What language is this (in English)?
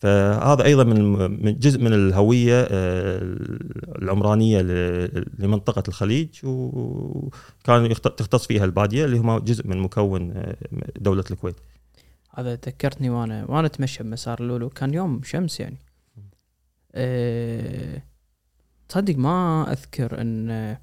Gulf Arabic